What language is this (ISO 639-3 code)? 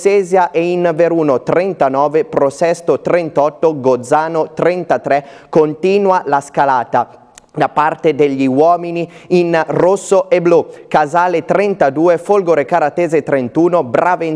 ita